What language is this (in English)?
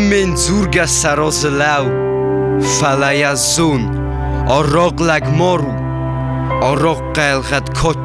Ossetic